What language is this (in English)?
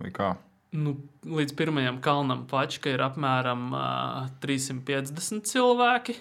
Latvian